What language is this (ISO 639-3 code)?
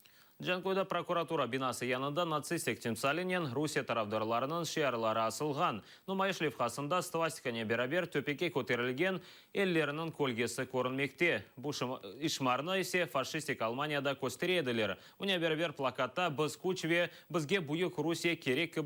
crh